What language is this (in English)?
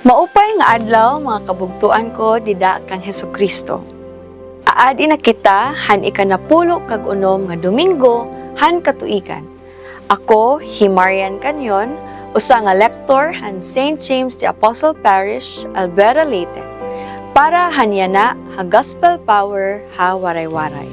Waray